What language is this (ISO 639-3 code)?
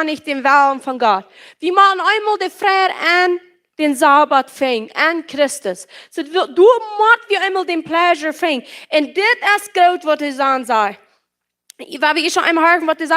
pdt